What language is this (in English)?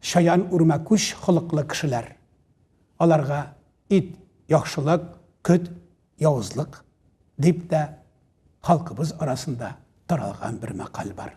Tatar